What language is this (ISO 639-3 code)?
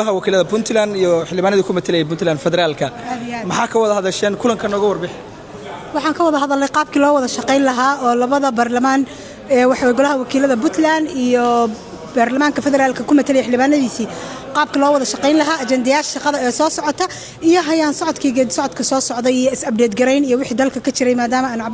som